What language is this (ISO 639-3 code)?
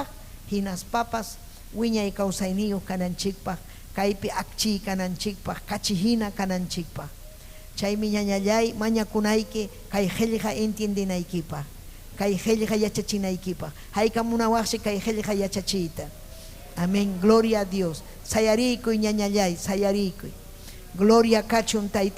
quy